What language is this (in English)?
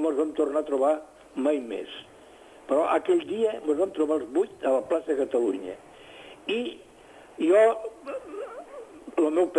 Catalan